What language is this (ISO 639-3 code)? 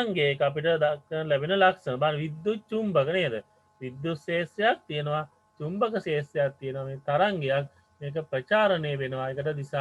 sin